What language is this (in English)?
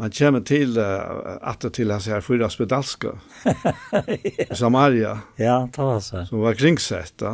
Faroese